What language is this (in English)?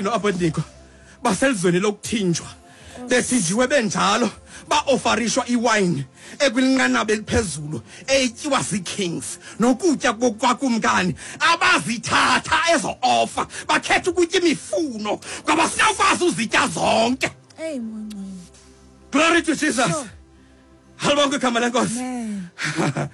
Xhosa